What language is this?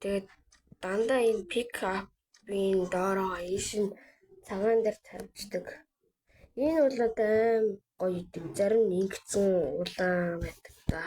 Mongolian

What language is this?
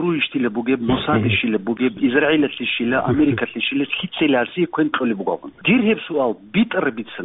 Avaric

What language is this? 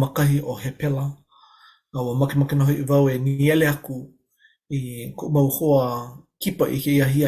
Hawaiian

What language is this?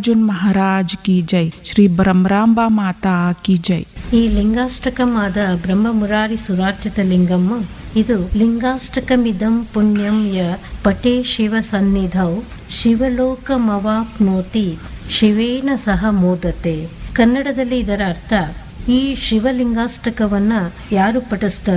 Kannada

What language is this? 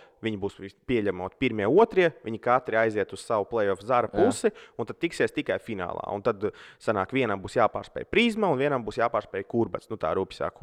Latvian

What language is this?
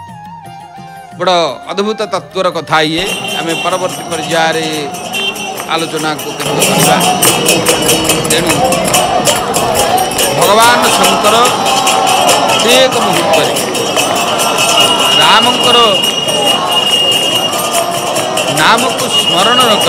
Odia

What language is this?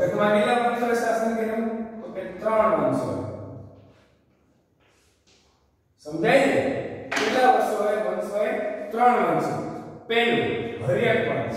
Gujarati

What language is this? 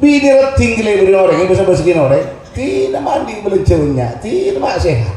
Madurese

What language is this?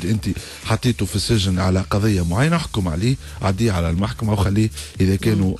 Tunisian Arabic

